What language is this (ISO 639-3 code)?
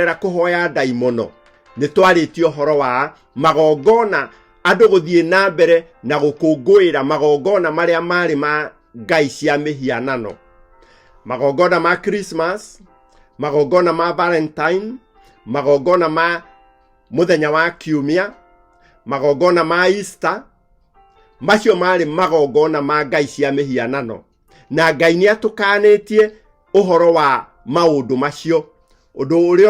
kik